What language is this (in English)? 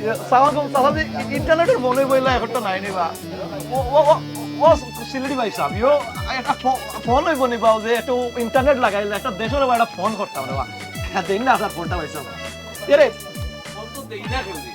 Sylheti